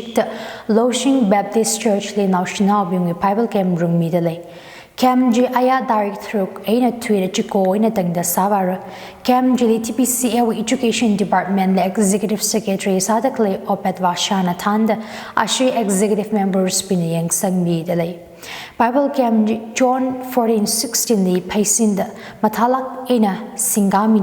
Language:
Tangkhul Naga (India)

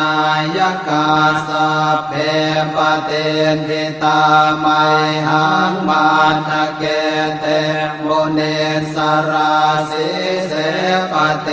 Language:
Pali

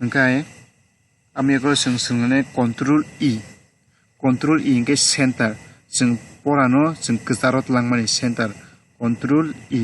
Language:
Kok Borok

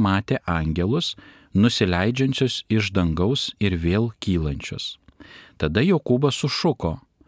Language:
Lithuanian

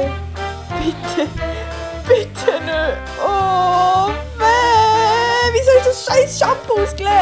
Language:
Swiss German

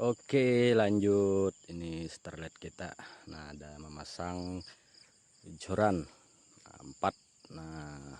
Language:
Banjar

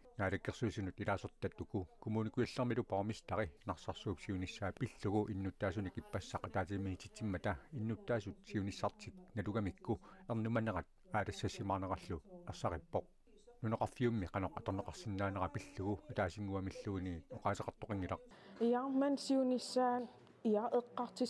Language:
Kalaallisut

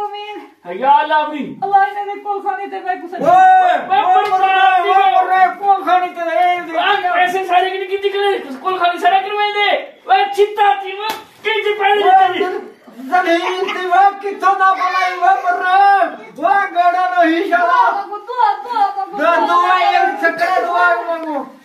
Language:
Saraiki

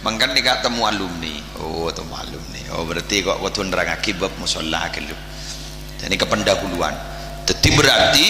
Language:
Madurese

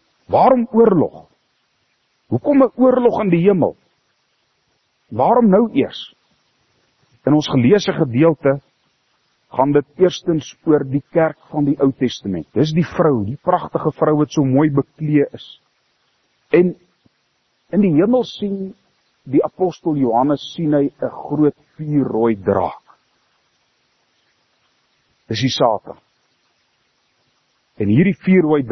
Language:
Afrikaans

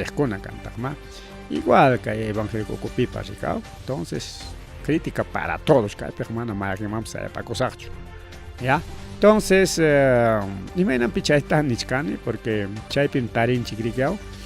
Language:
Ayacucho Quechua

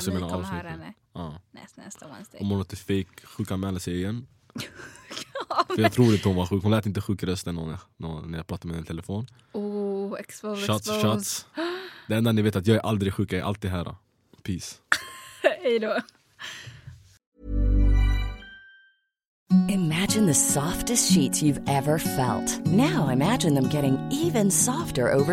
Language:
Swedish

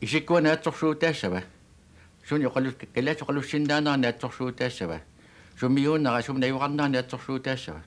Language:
Kalaallisut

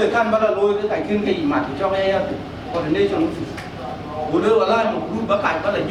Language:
Dinka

